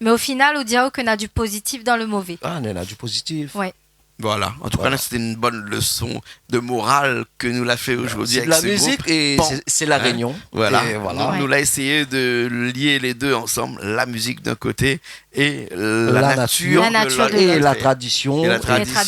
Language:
Réunion Creole French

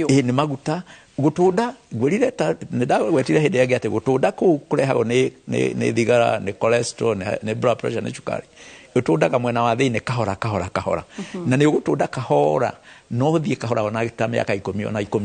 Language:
Kikuyu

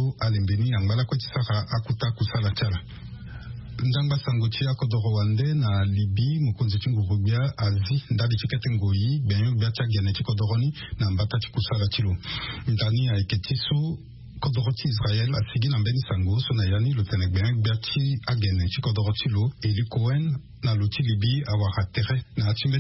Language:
Sango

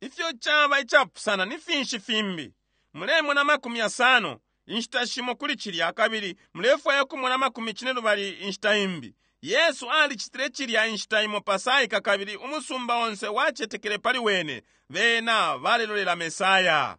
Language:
Bemba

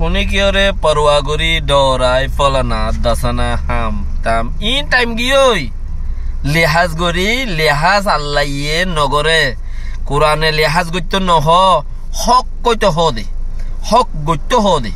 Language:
Rohingya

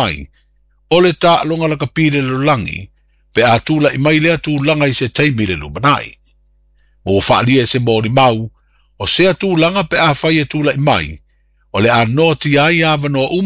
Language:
Samoan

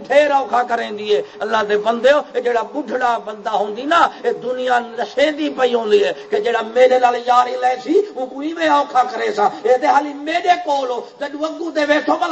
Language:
Saraiki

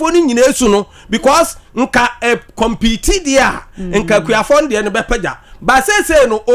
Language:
Akan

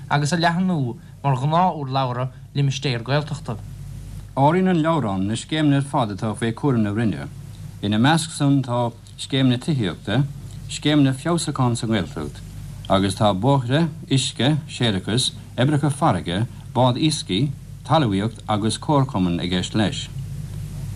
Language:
Irish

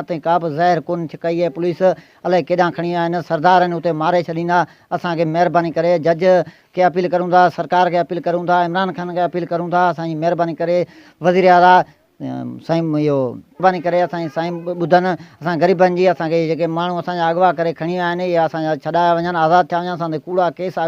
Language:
Sindhi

